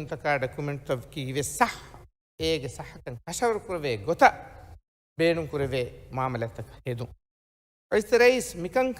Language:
Divehi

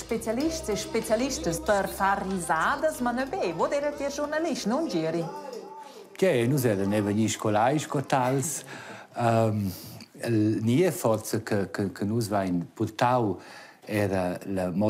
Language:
Romansh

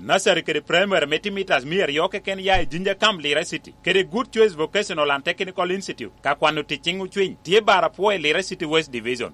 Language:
Lango (Uganda)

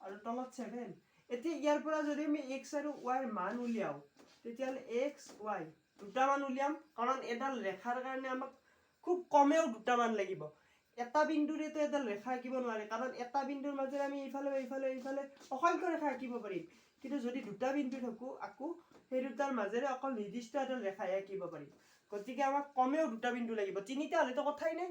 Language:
Assamese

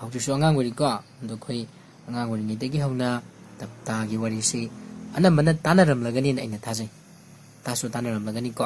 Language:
Manipuri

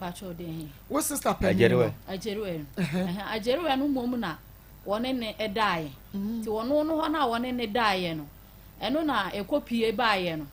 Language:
Akan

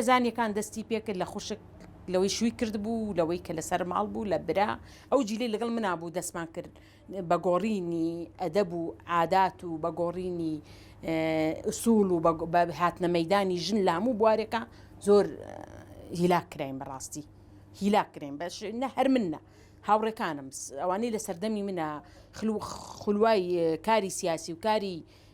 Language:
Central Kurdish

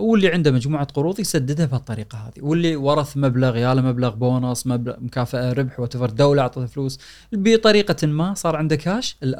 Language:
Gulf Arabic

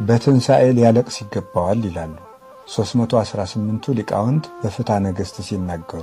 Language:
Amharic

